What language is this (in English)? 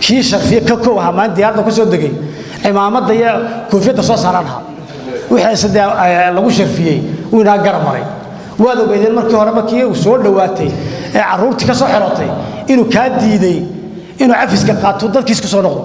Somali